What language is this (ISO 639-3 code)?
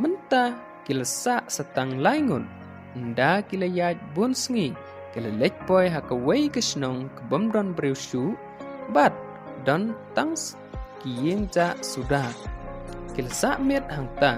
kha